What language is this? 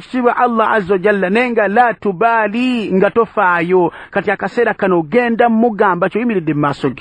Ganda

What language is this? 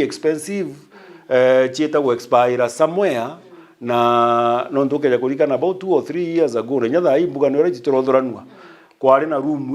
Meru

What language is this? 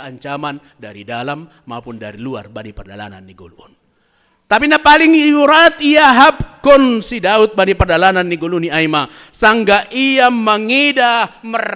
Batak Simalungun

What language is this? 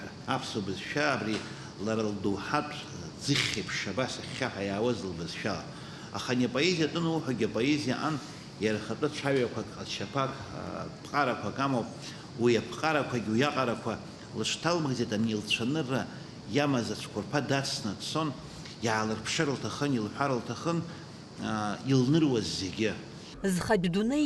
Abkhazian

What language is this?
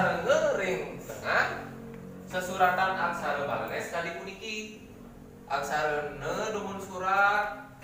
Balinese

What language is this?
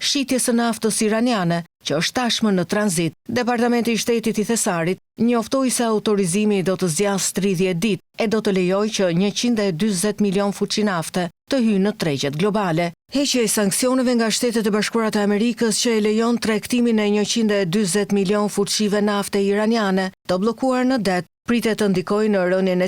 Albanian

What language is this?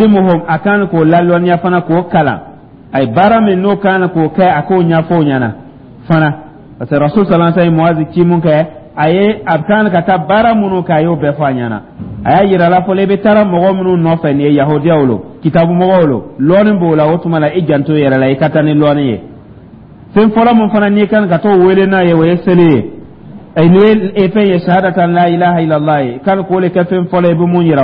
Dyula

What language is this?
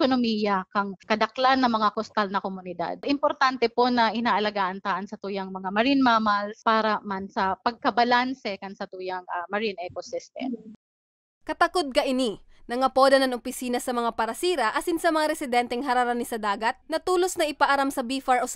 Bikol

